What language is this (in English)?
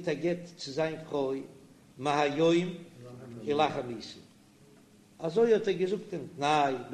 Yiddish